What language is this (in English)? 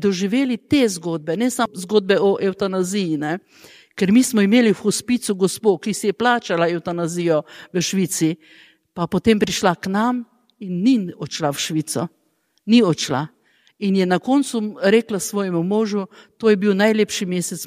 Slovenian